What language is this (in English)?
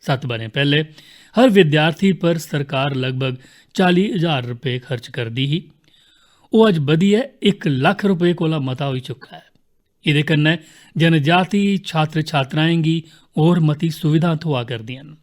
Dogri